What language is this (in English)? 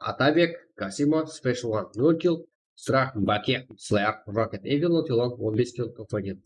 Kara-Kalpak